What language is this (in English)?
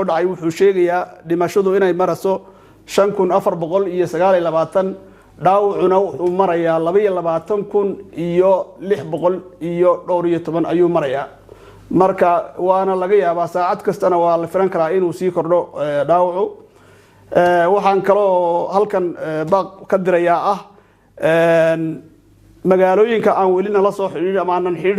Somali